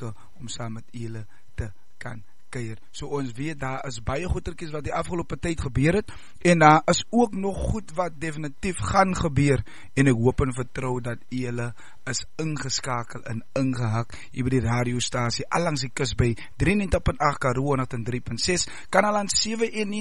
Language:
Afrikaans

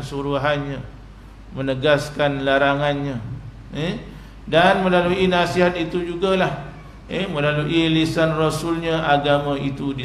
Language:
Malay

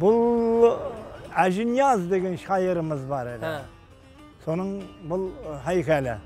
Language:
Kara-Kalpak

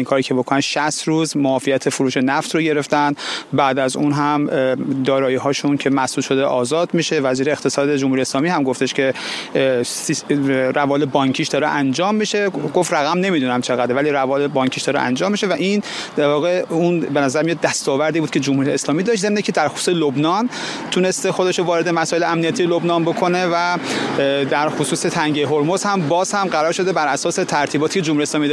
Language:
Persian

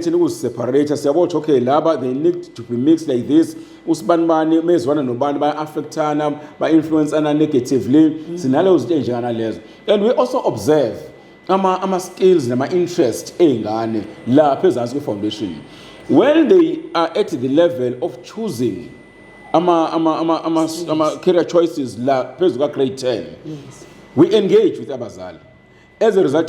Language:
Zulu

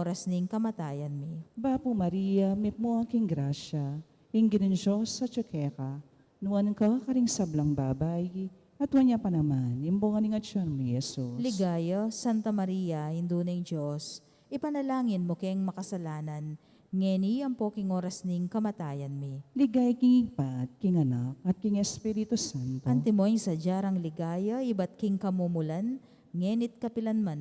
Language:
Pampanga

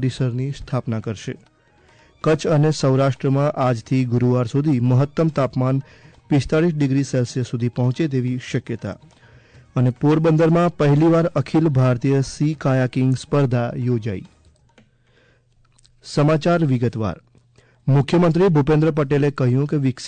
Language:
Gujarati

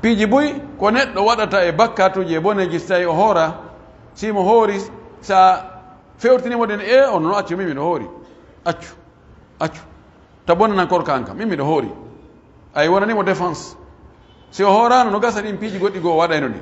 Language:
Pular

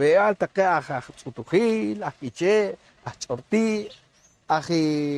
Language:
Poqomchi'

